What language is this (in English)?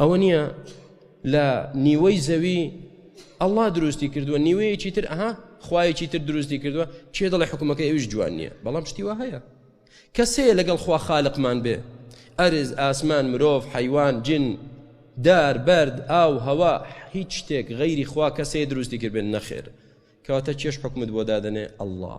Central Kurdish